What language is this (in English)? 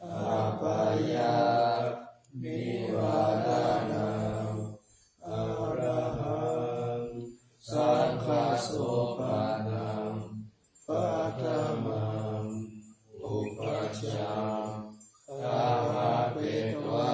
Pali